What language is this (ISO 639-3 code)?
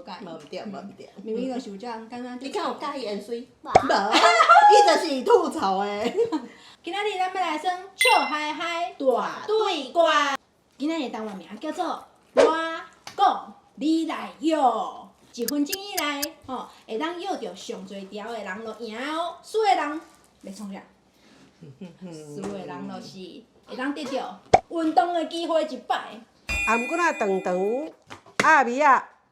nan